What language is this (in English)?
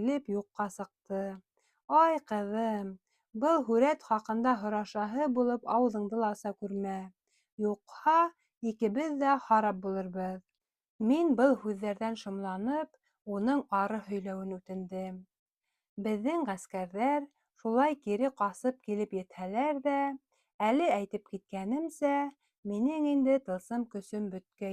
Bashkir